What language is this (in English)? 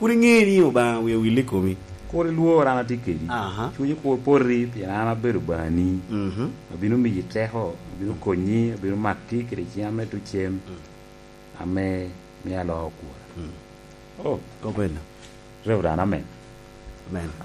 Lango (Uganda)